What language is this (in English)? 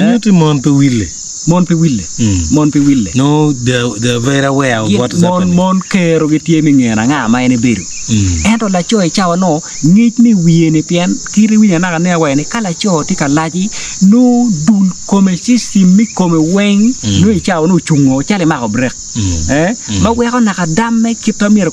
Acoli